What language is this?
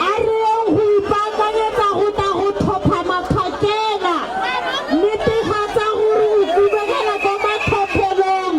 Tswana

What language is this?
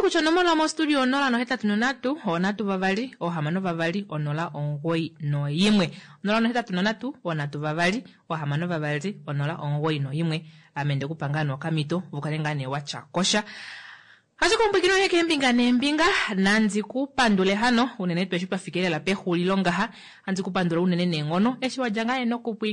Kuanyama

